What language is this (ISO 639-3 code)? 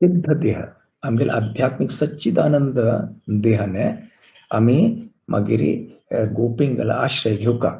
kok